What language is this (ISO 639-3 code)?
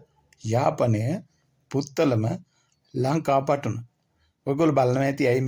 sin